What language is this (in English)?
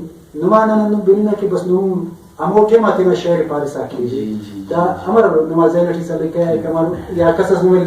Brahui